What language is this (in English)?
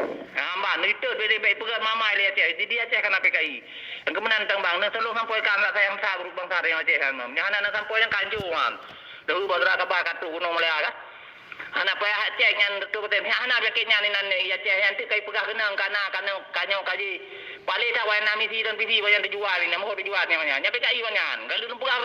Achinese